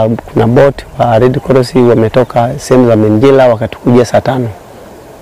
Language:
Kikuyu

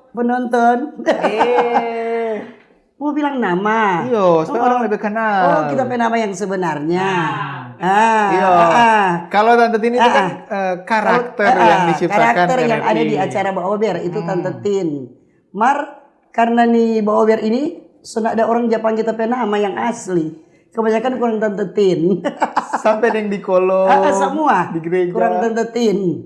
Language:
Manado Malay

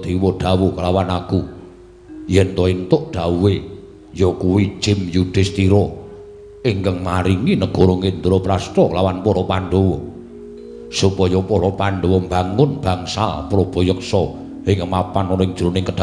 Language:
Javanese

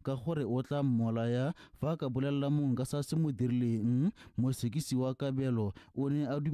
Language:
Tswana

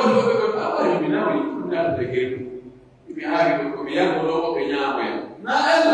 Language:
Pular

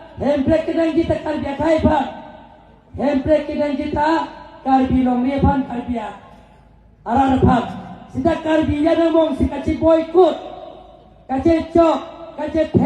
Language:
Karbi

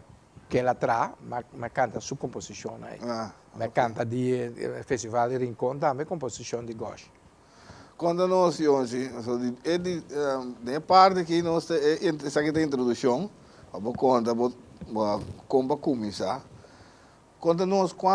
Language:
Papiamento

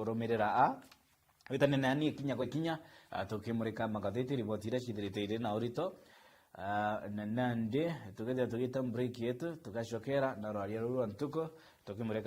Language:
Meru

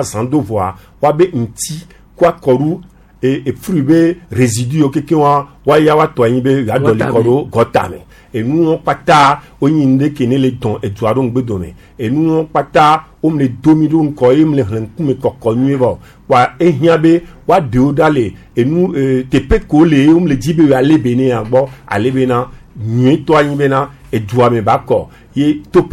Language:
Gen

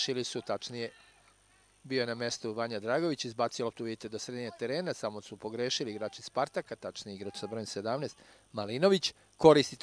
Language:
Serbian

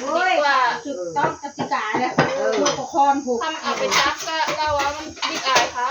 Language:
Northeastern Thai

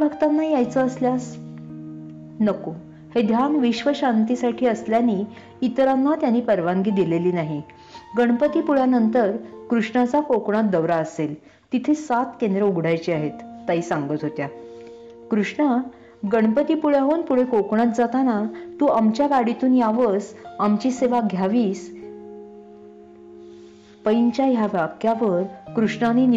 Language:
Marathi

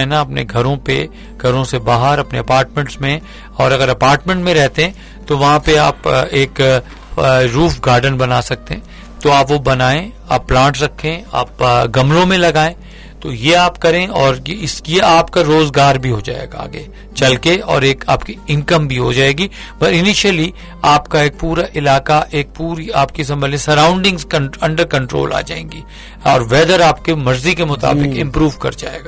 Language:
Urdu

